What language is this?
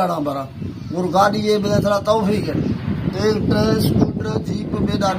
Baluchi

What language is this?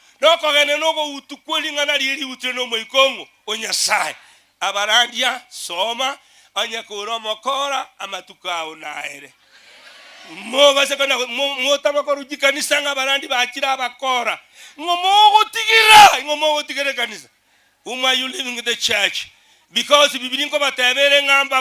Gusii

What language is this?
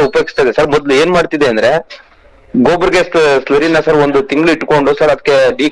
Kannada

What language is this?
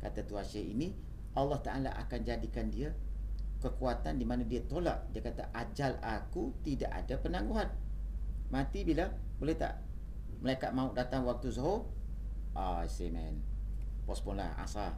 Malay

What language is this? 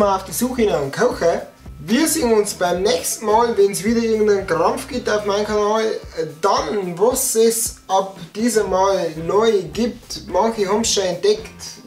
Bavarian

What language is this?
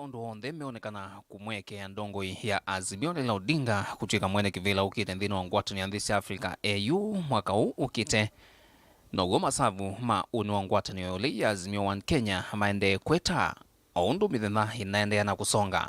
Kamba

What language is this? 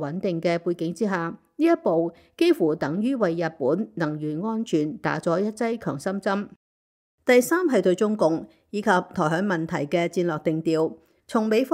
Cantonese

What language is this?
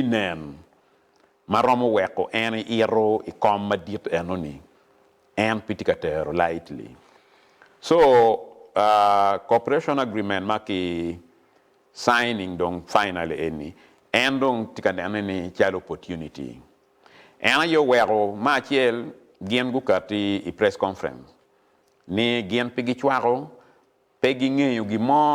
Acoli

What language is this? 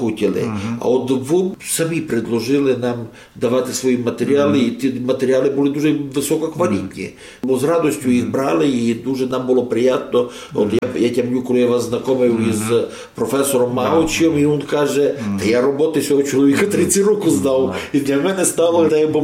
Rusyn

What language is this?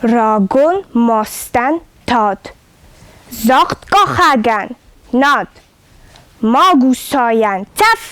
Ossetic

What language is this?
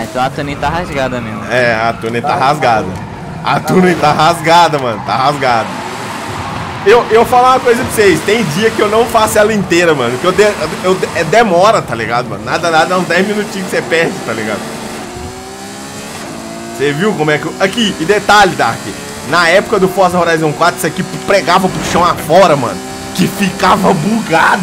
Portuguese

